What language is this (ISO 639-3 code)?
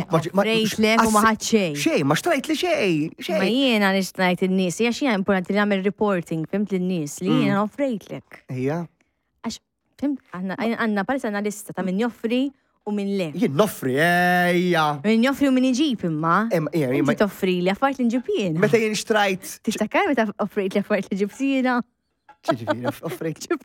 mlt